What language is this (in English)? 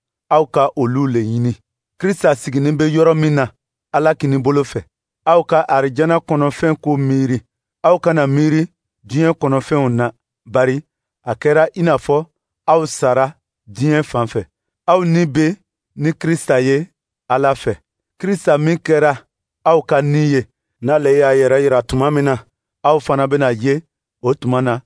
Dyula